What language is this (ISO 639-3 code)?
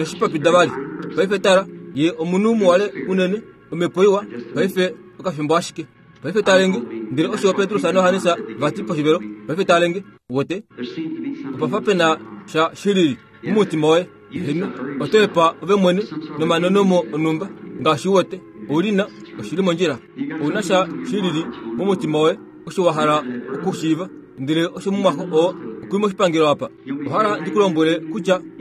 kua